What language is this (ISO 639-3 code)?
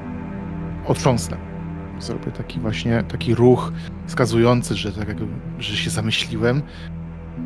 pol